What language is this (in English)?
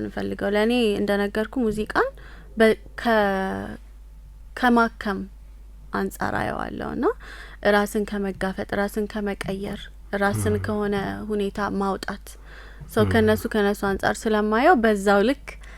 Amharic